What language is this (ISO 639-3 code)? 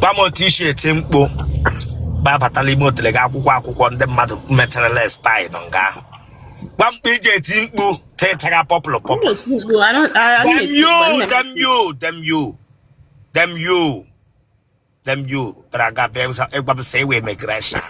ibo